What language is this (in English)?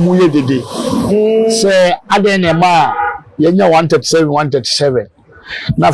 Akan